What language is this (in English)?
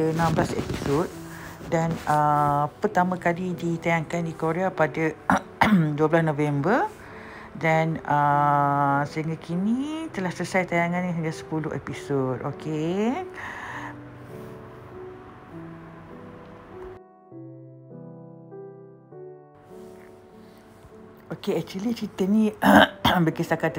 Malay